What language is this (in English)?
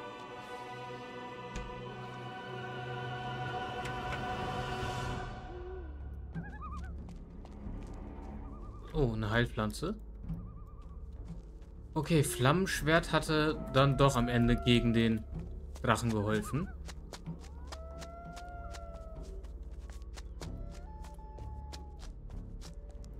German